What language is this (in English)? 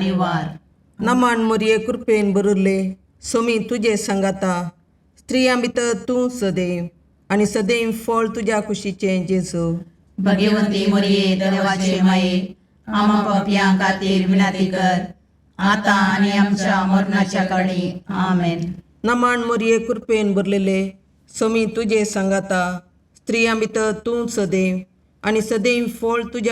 Konkani